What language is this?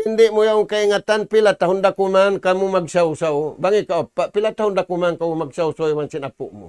Tausug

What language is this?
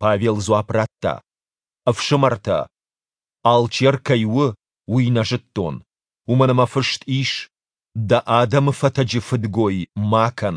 Ossetic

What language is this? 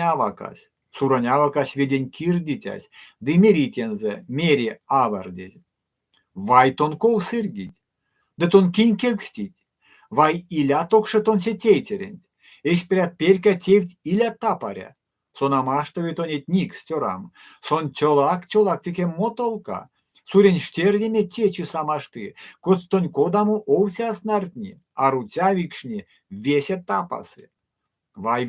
Erzya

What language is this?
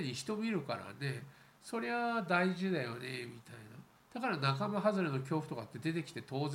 Japanese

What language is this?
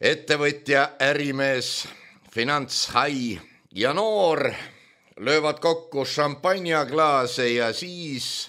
Estonian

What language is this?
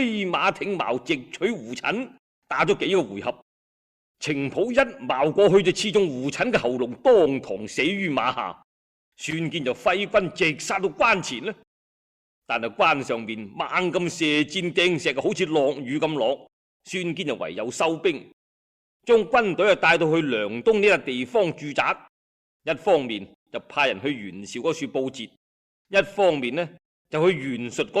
Cantonese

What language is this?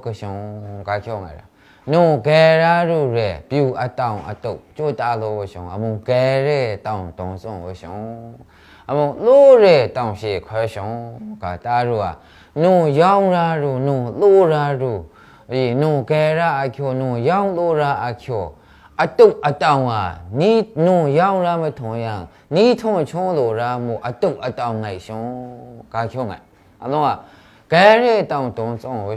Maru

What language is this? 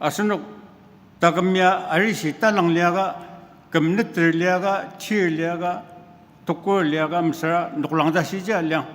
Ao Naga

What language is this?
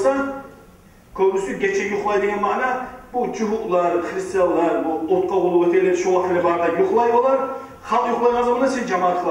Kumyk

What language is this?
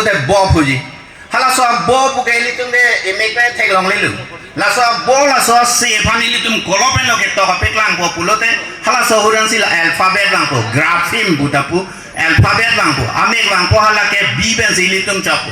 Karbi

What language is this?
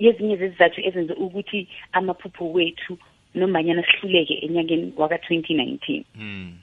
South Ndebele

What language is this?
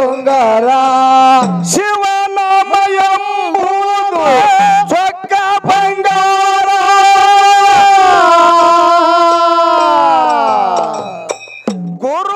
Kannada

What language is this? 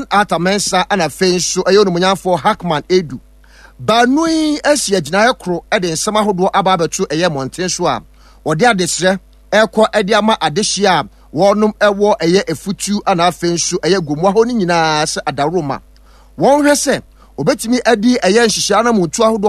Akan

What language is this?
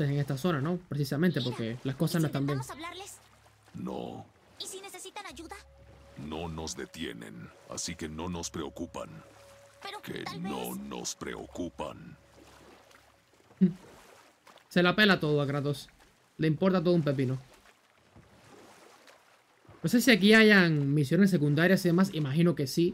Spanish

